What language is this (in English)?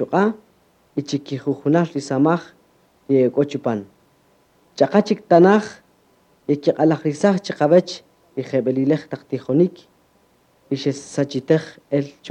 Kaqchikel